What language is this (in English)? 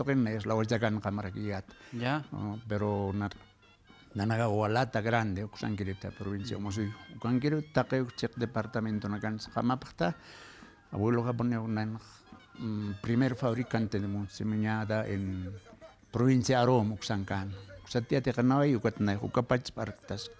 Aymara